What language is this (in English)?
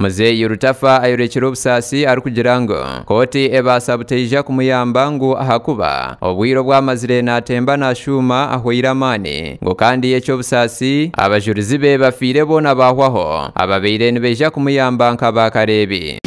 Nyankole